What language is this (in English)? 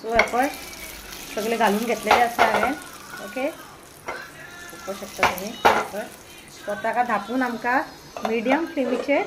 Konkani